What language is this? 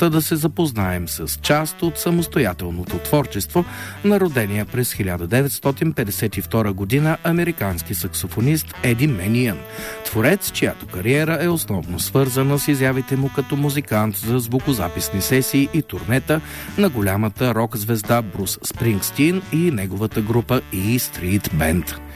Bulgarian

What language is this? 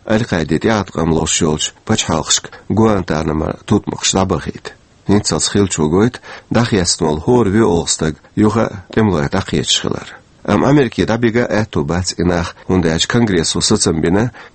Chechen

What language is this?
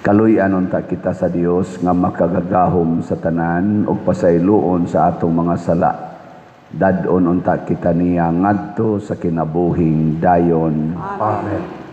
Cebuano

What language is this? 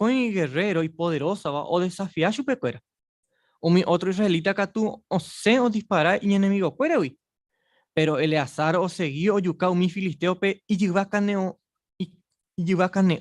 Guarani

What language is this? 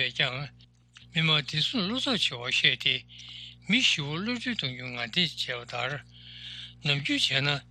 Tibetan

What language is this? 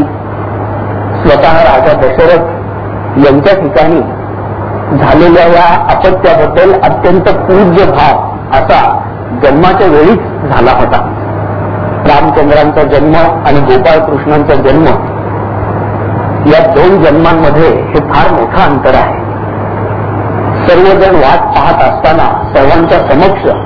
Marathi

